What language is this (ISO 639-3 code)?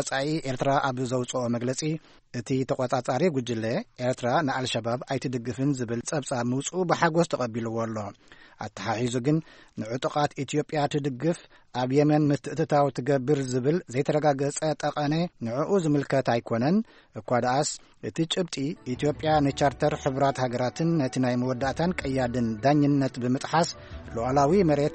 tir